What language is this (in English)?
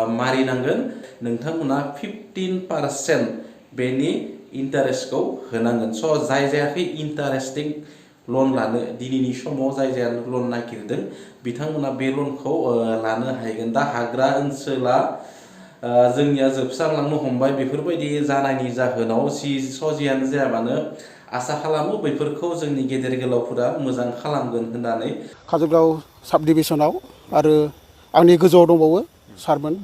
Bodo